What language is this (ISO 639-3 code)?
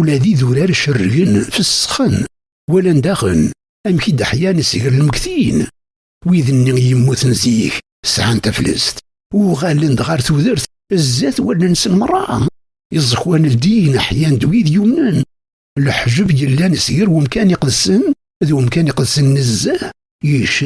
kab